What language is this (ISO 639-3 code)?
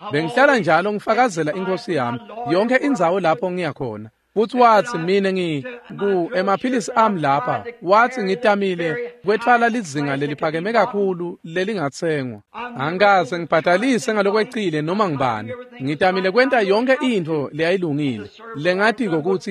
ssw